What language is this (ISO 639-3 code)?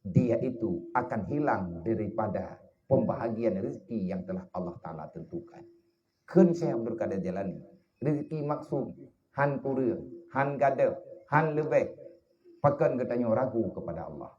ace